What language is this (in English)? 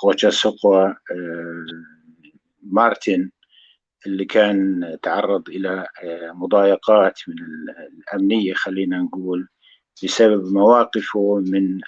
North Levantine Arabic